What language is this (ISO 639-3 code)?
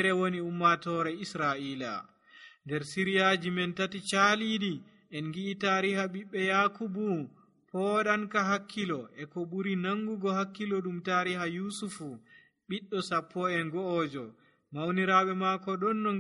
fuv